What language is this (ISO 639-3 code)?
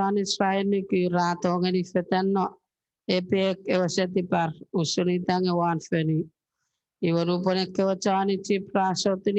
chk